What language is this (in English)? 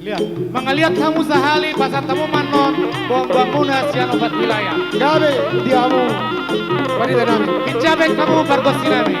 Batak Toba